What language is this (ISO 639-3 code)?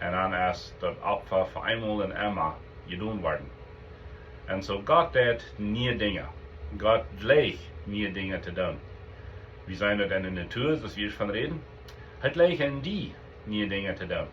pdt